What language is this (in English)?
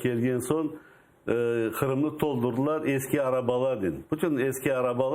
Crimean Tatar